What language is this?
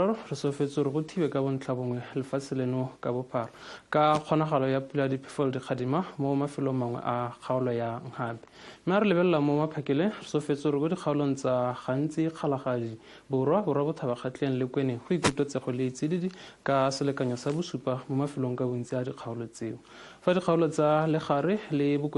Tswana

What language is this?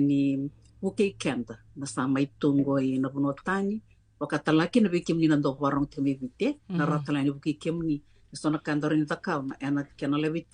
Fijian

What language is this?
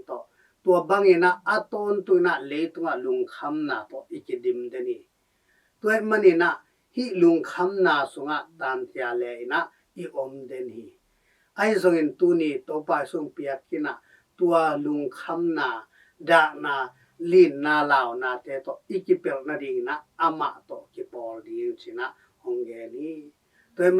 Tedim Chin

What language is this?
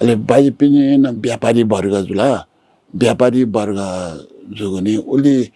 Newari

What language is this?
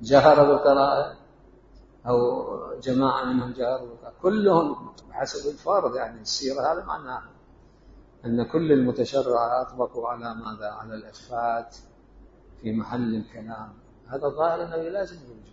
Mesopotamian Arabic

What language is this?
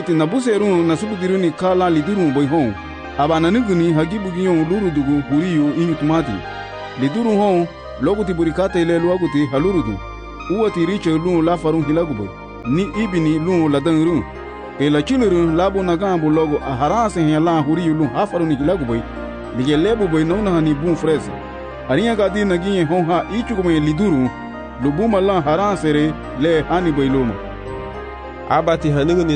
Garifuna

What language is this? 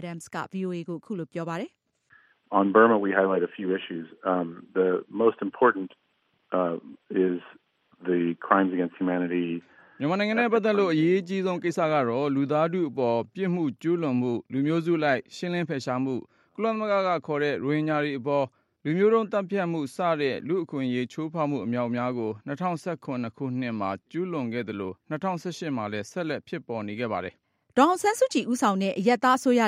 Burmese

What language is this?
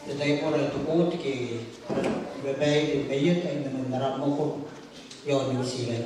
Gilbertese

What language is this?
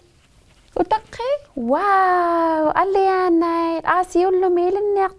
Inuktitut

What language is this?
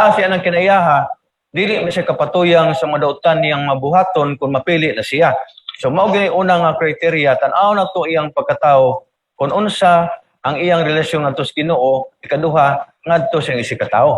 Cebuano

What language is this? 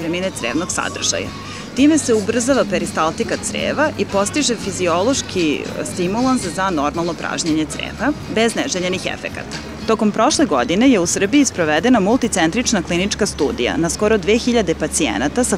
Serbian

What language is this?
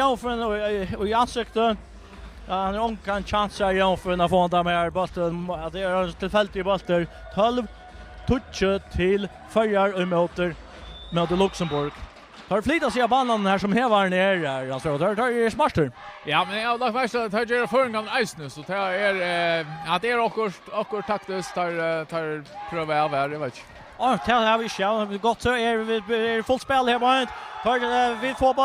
Faroese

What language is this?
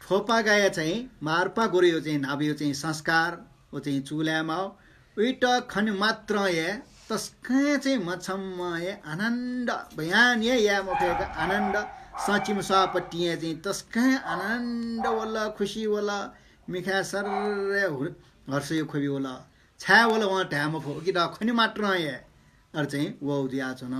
Newari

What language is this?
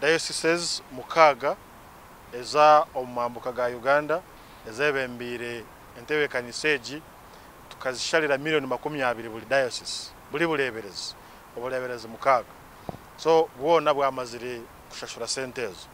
Nyankole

